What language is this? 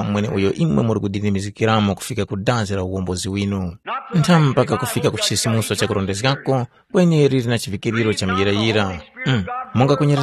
Tumbuka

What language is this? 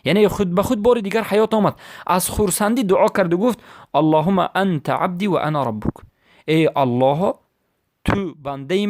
Persian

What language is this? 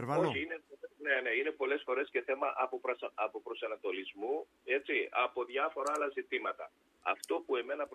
Greek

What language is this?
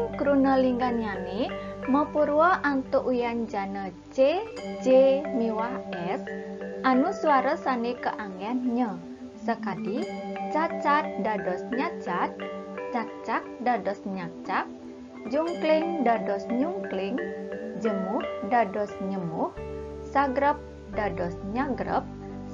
Balinese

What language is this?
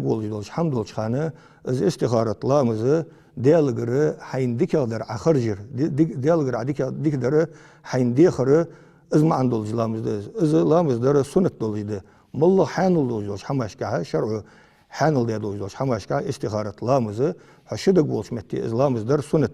Ingush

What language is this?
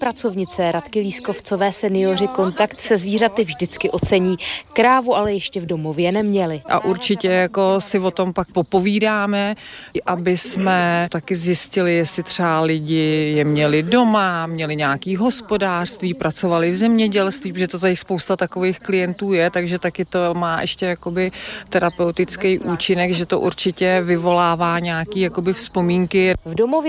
Czech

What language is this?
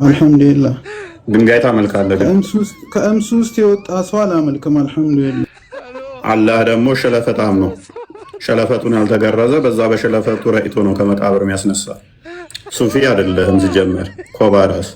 Amharic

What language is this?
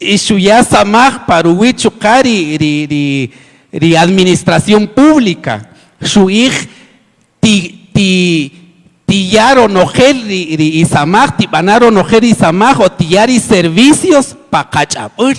Kaqchikel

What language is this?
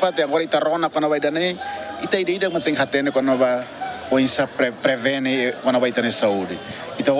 Tetum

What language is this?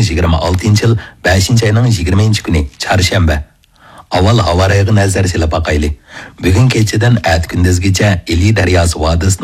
Uyghur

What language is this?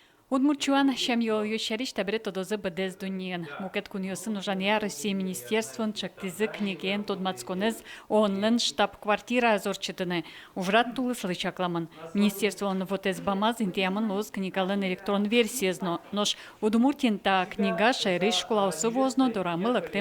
Udmurt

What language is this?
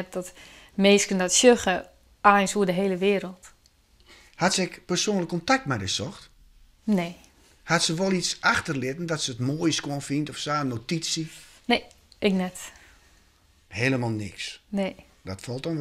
Western Frisian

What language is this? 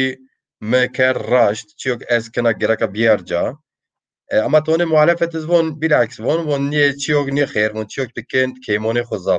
Zaza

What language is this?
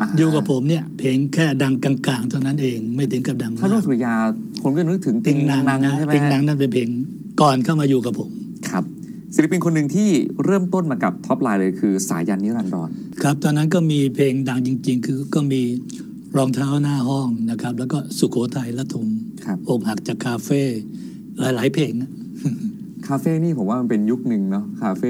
Thai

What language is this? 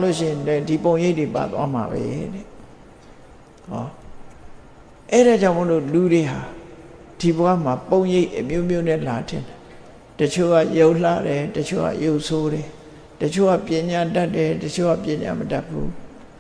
Burmese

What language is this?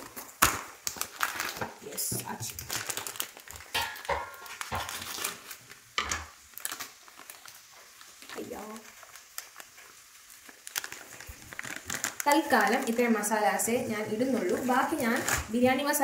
Malayalam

